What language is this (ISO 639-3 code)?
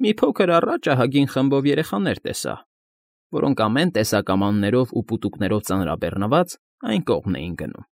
hye